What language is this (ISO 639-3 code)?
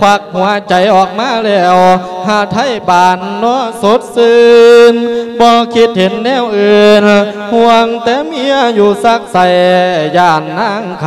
lao